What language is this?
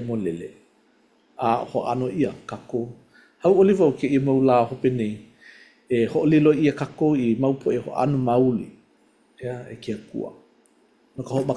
Hawaiian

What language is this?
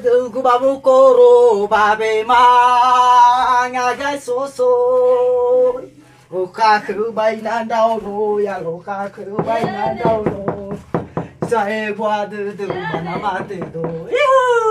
Nias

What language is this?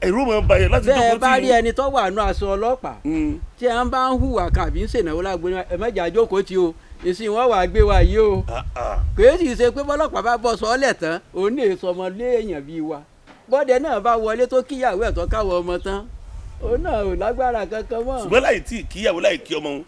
Yoruba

